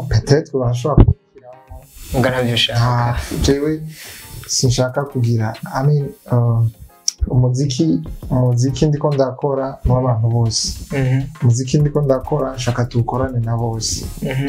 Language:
Rundi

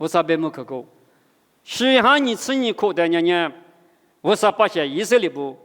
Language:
Lisu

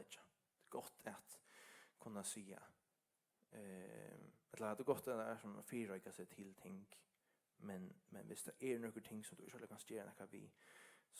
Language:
Faroese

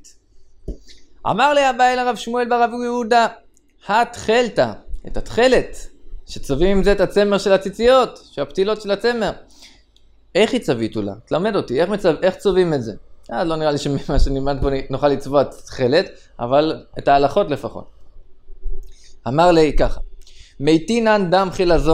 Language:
Hebrew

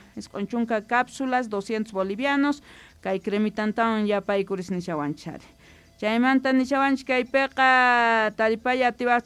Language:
Quechua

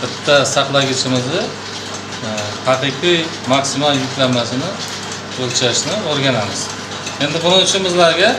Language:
Uzbek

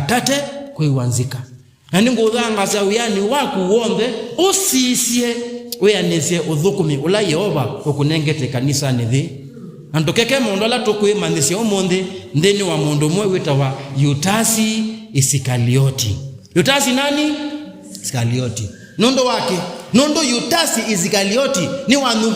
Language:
Kamba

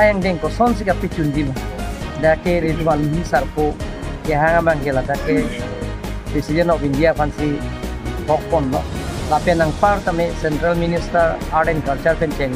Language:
Karbi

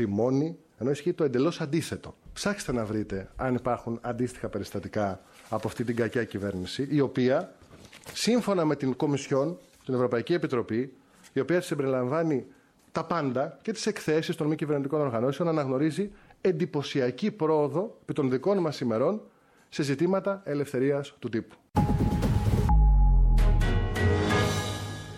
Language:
Greek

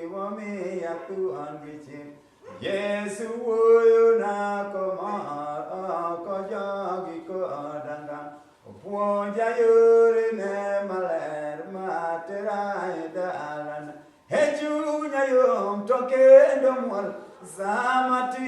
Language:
Luo (Kenya and Tanzania)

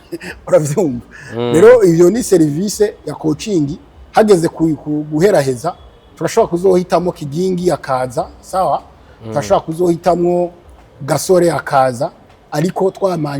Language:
Rundi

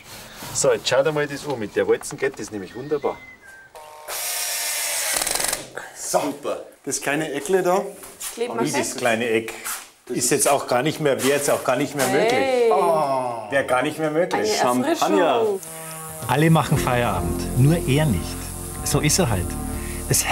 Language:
German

